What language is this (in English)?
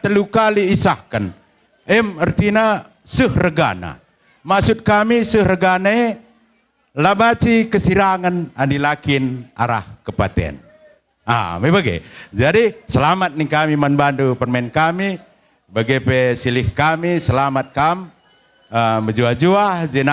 Batak Karo